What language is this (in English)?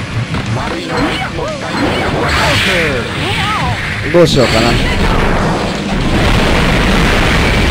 Japanese